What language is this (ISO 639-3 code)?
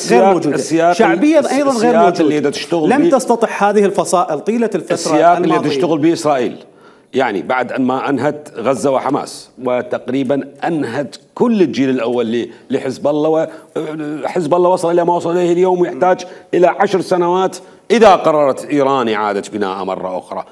acm